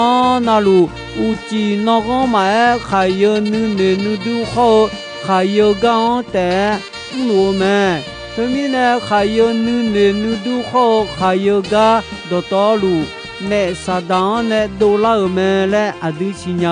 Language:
Akha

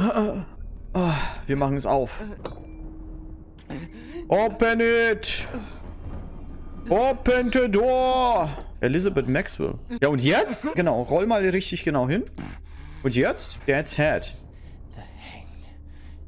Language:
German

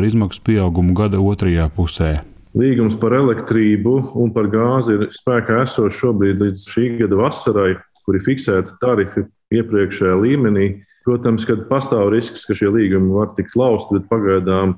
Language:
Latvian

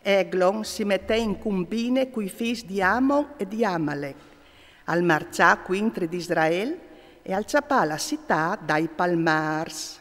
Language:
Friulian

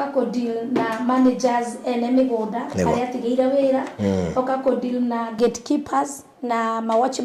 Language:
Kikuyu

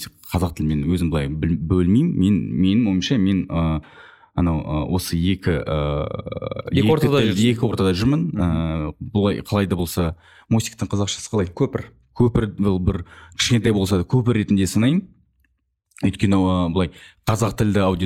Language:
Kazakh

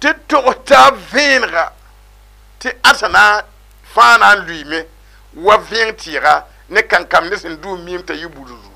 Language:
Mossi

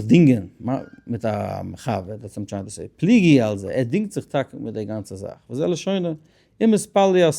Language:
Yiddish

